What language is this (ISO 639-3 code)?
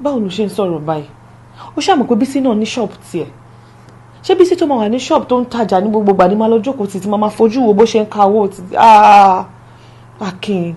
yor